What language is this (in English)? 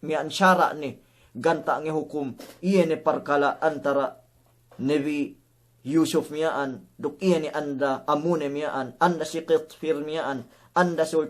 Yakan